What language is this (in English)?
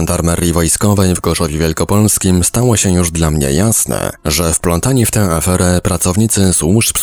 Polish